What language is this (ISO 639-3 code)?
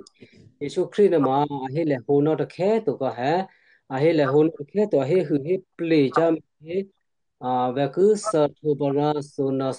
kyu